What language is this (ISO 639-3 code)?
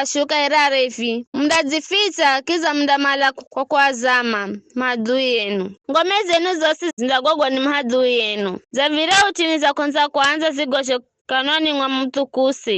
nyf